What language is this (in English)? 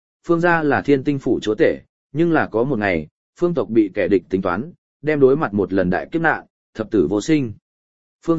Vietnamese